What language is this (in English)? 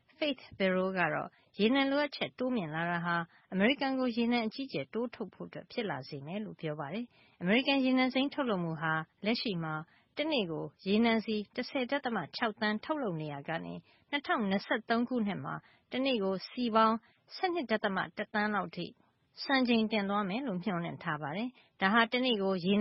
Burmese